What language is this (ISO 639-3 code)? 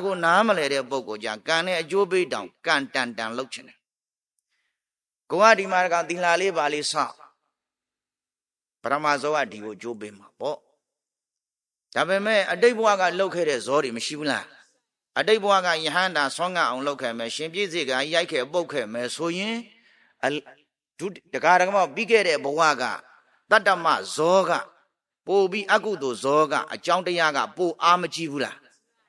mya